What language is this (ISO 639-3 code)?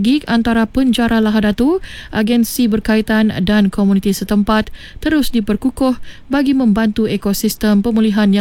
msa